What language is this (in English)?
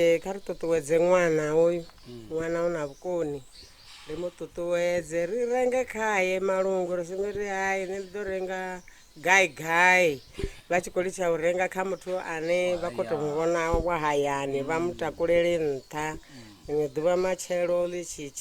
Venda